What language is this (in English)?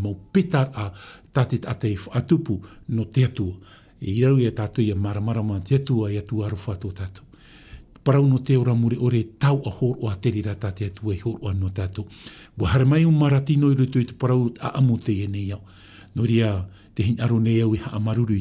Tahitian